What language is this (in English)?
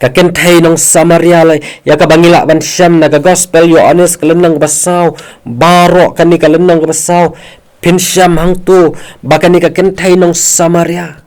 Khasi